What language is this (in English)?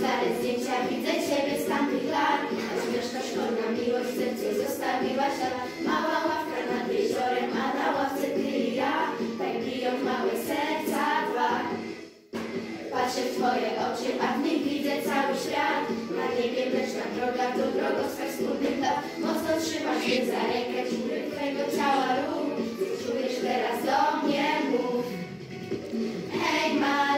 Polish